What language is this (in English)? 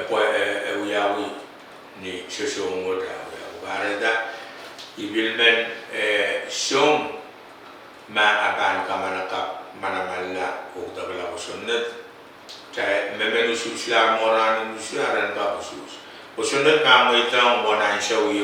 Pohnpeian